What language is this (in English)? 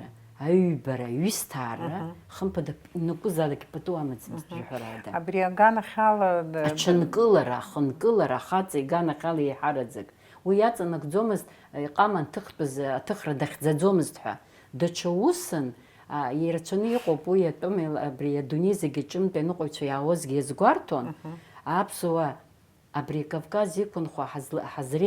Abkhazian